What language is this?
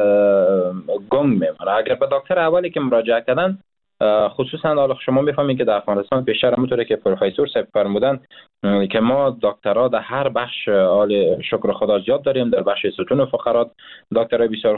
Persian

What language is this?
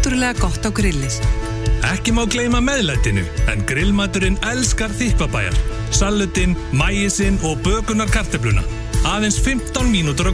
Icelandic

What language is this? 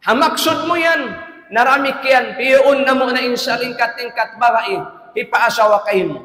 Tausug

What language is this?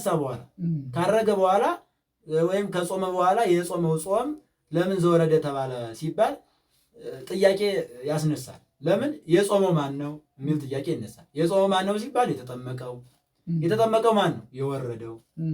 Amharic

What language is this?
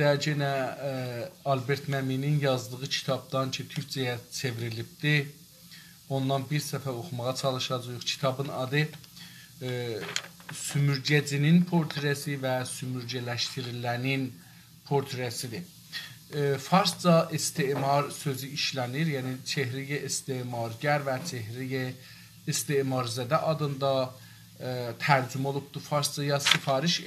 South Azerbaijani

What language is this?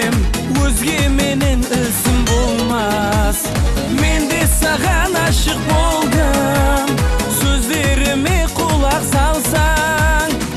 Kara-Kalpak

